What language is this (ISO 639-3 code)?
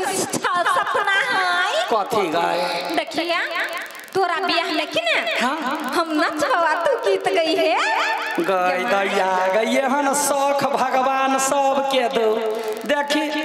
mai